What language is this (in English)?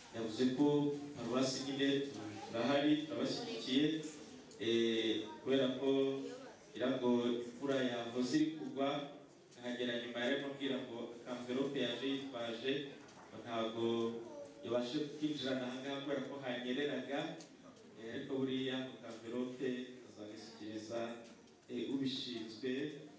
Kinyarwanda